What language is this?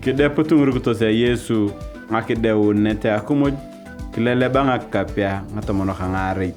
Turkana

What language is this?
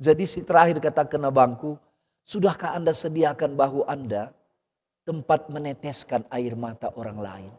Batak Karo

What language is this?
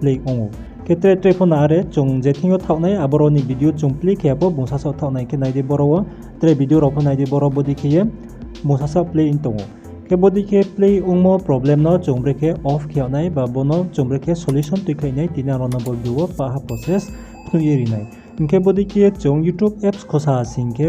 Riang (India)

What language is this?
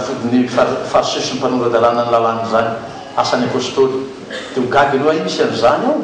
Malagasy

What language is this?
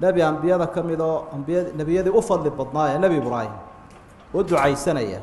Somali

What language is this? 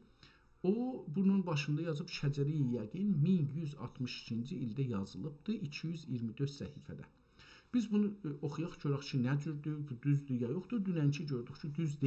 South Azerbaijani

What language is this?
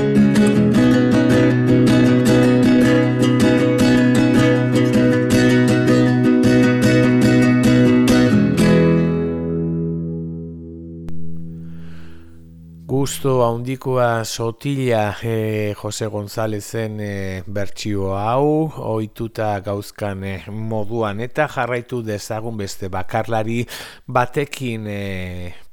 Basque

